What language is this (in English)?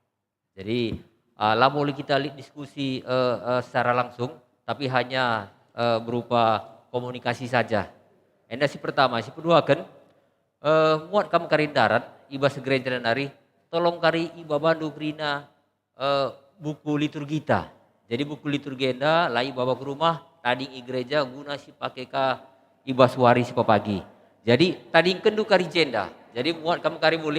Batak Karo